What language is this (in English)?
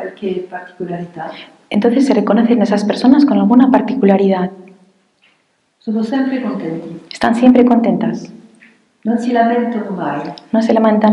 Spanish